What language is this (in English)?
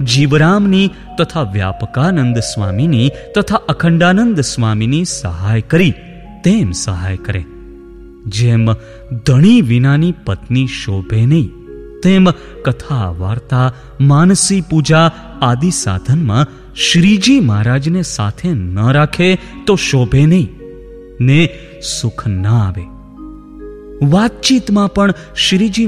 Gujarati